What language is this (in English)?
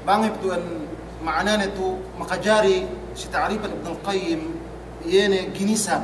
Yakan